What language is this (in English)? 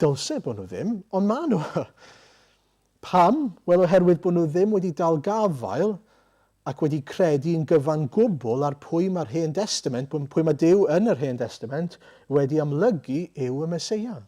Welsh